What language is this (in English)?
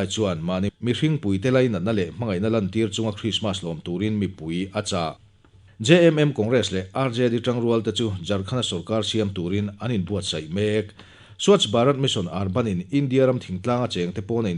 Mizo